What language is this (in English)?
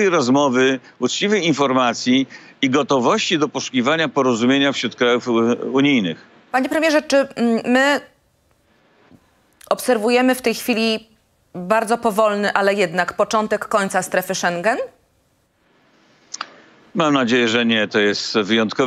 Polish